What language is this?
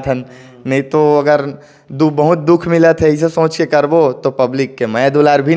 Chhattisgarhi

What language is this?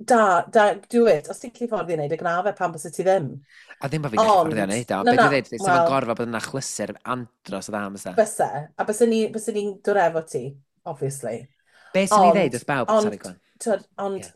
Welsh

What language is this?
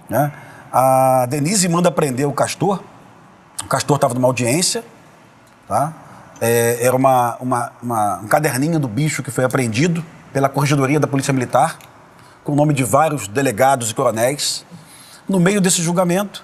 Portuguese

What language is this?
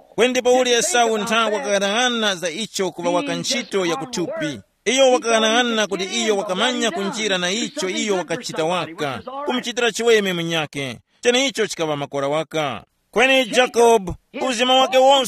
Tumbuka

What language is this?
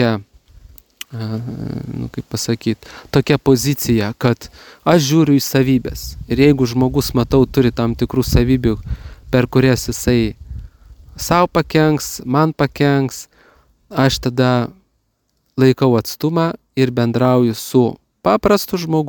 Lithuanian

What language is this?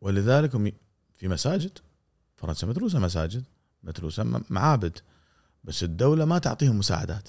Gulf Arabic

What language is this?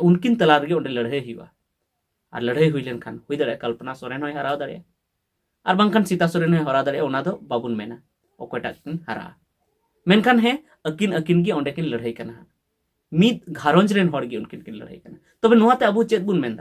Santali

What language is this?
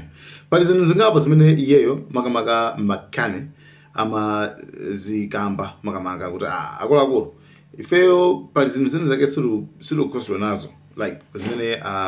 Nyanja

